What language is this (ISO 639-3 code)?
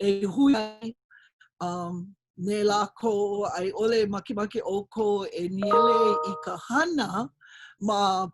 haw